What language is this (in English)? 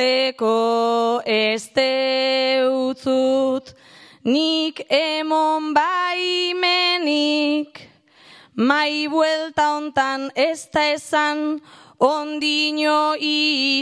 Basque